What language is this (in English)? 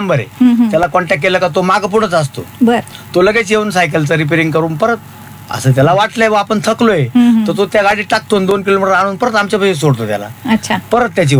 Marathi